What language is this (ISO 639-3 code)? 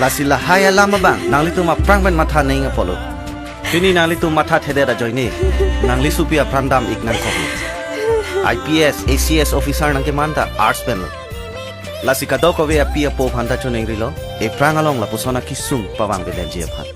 mjw